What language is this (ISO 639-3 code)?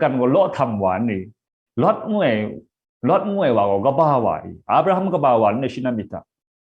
kac